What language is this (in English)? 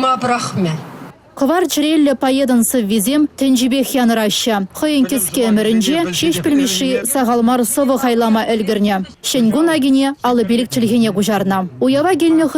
Chuvash